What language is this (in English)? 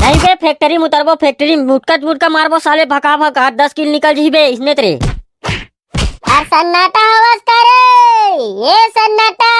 Chhattisgarhi